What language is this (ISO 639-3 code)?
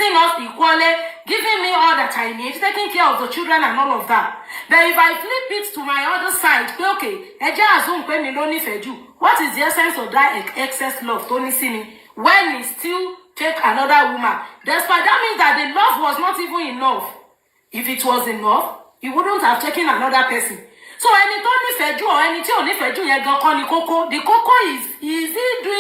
yor